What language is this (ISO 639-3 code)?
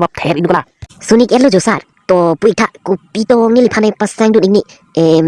mjw